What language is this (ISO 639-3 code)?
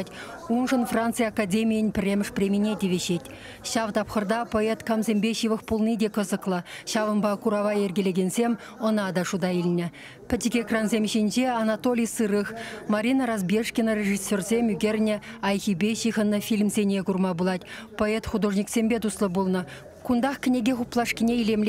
chv